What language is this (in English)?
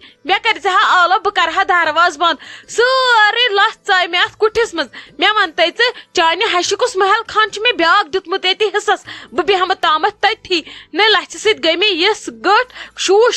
Kashmiri